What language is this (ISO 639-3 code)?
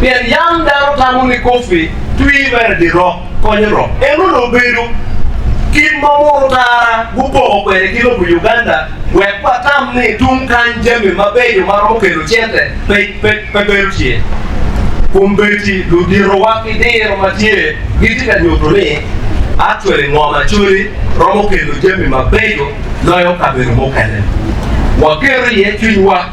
ach